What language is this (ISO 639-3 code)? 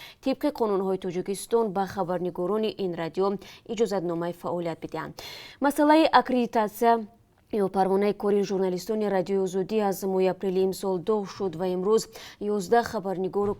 tgk